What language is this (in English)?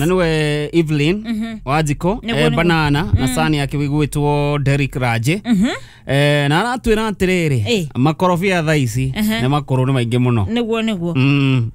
Kikuyu